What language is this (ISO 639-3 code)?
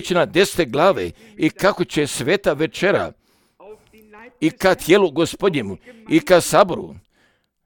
hrv